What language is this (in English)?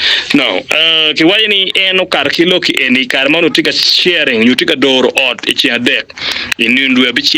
Acoli